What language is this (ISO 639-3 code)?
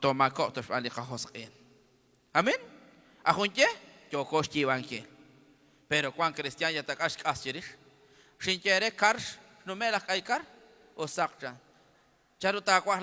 kek